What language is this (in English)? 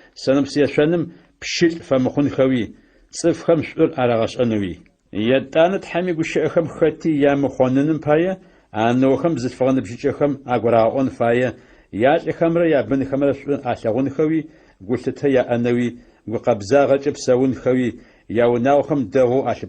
Adyghe